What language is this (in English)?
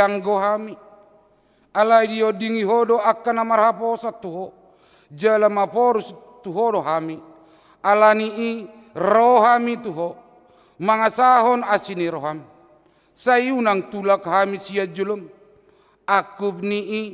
Batak Toba